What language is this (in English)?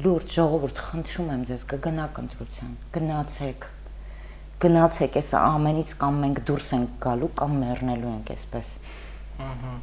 Armenian